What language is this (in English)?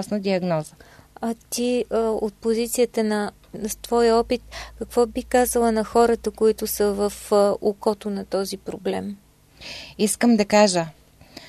Bulgarian